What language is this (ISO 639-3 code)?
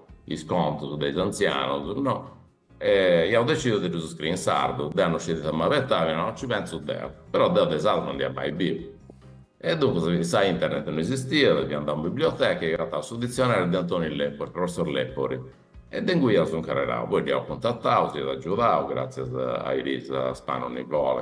srd